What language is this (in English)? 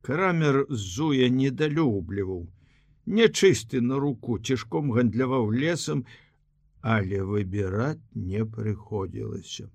Belarusian